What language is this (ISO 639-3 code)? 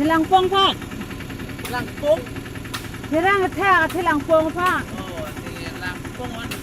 mjw